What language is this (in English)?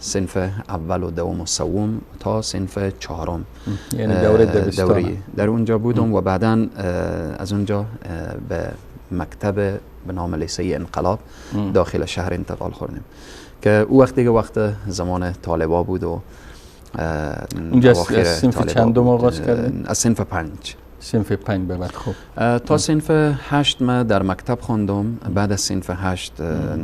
Persian